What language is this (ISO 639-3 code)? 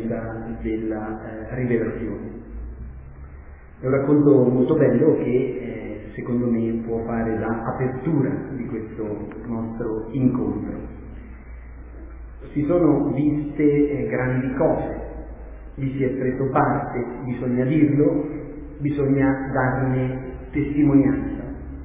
ita